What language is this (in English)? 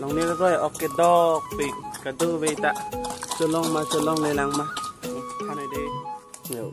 Karbi